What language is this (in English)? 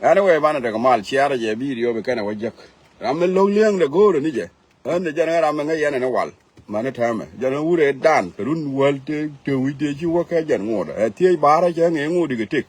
Nuer